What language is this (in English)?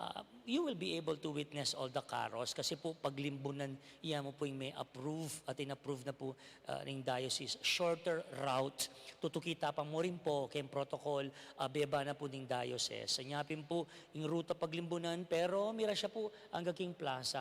Pampanga